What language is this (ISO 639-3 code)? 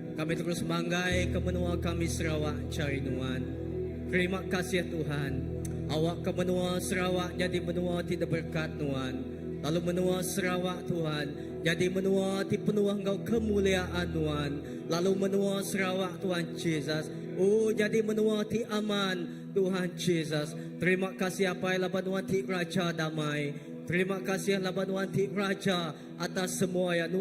iba